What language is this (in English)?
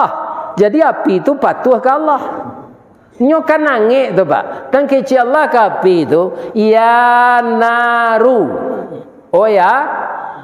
Minangkabau